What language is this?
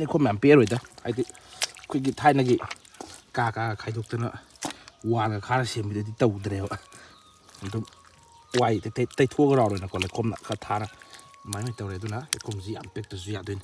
Manipuri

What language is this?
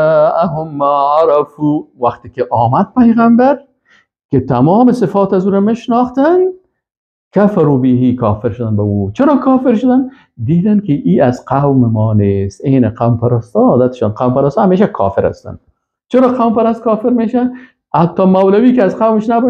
Persian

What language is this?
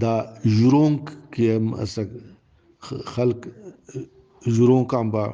Brahui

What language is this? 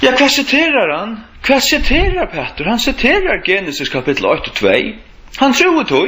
Faroese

